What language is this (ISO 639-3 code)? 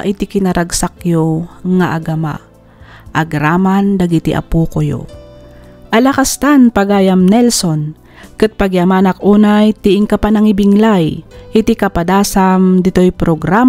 ilo